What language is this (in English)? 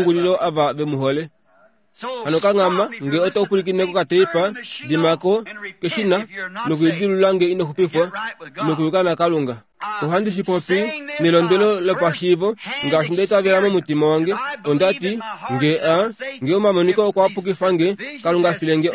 Kuanyama